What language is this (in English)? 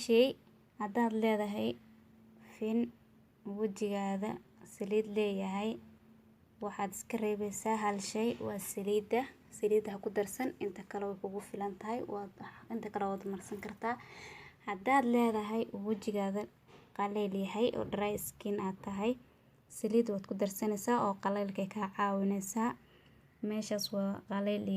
Somali